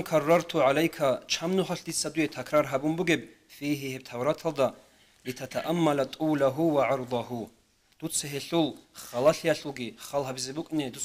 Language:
Avaric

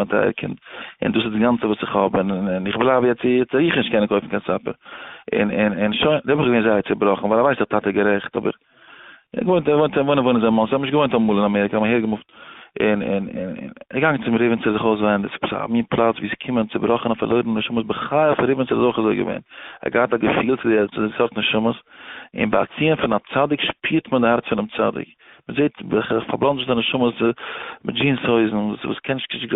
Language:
Yiddish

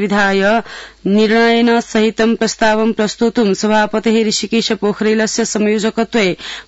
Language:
Sanskrit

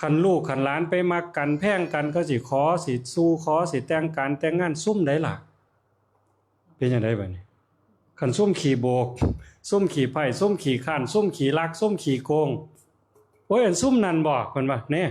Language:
Northeastern Thai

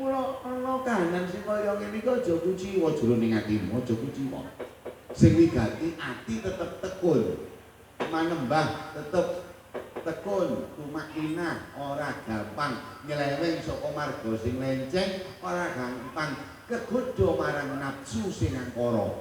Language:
Javanese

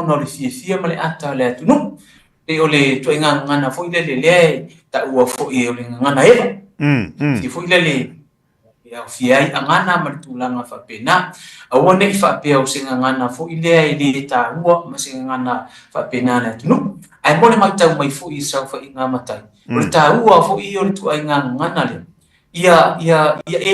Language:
Samoan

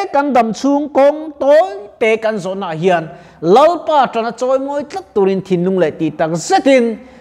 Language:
Mizo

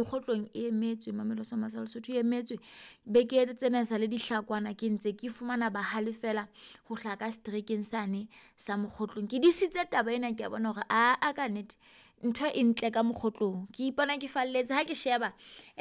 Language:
Southern Sotho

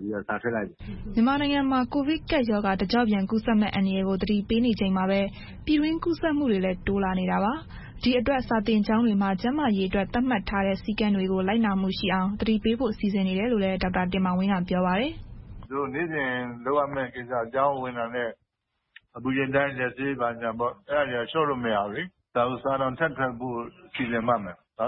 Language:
Burmese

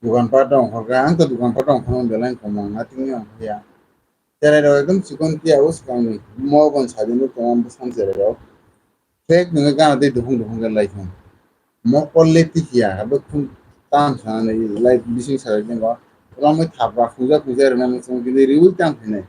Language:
Kok Borok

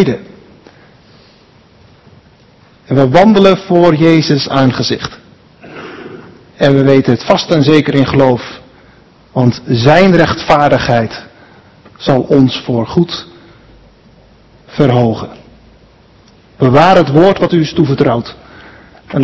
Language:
Dutch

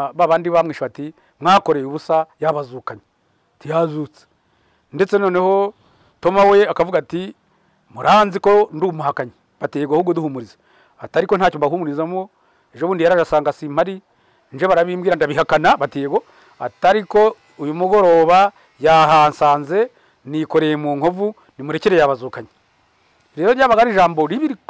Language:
Kinyarwanda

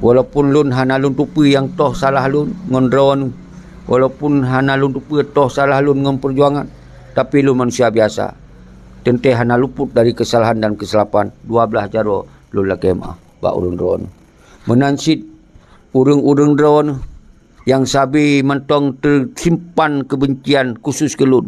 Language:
Achinese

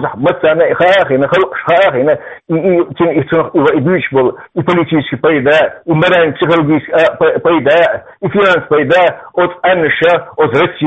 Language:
Chechen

